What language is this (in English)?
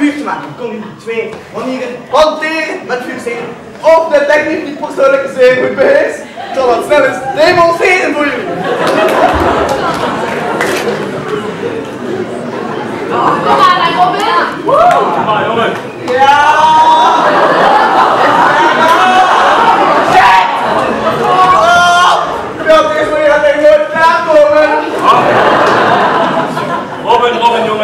Dutch